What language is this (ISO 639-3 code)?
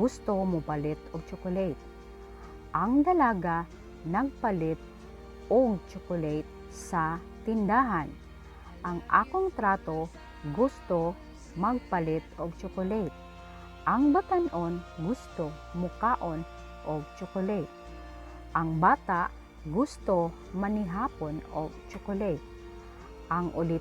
ceb